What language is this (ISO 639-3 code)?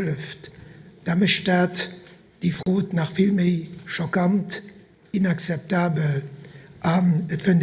ltz